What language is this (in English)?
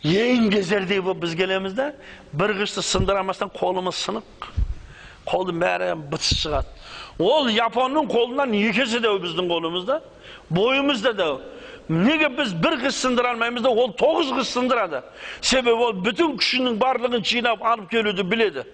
Kazakh